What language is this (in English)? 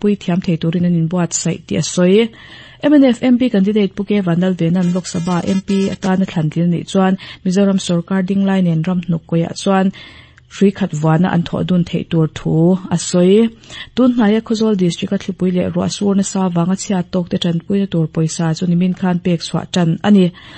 Mizo